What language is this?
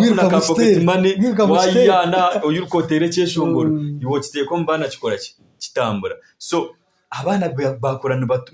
Nyankole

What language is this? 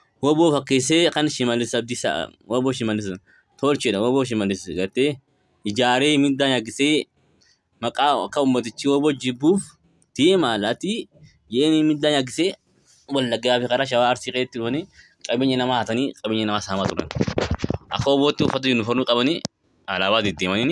Oromo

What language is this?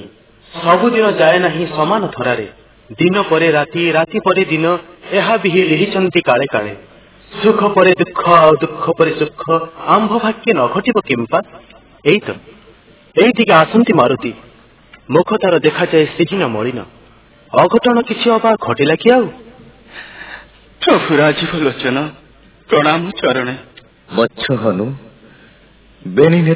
Odia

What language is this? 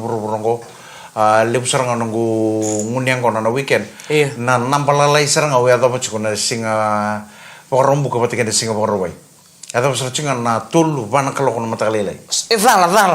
Fijian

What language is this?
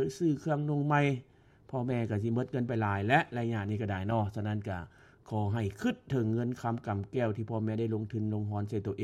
Lao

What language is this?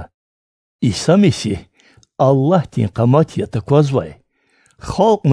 Lezghian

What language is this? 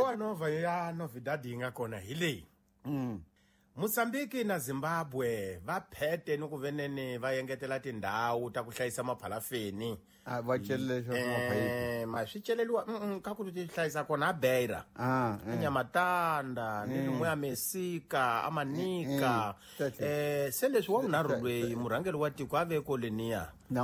Tsonga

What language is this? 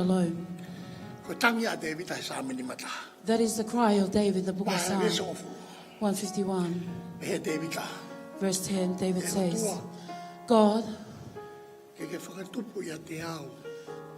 Tongan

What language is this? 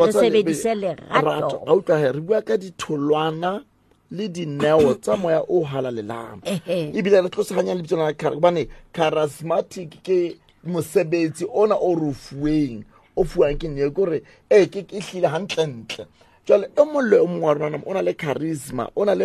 Southern Sotho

